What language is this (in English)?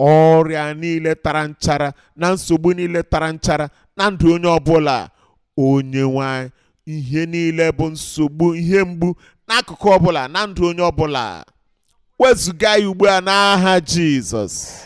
Igbo